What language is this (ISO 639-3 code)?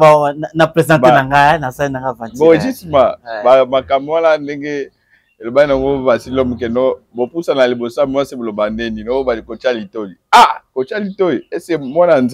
lin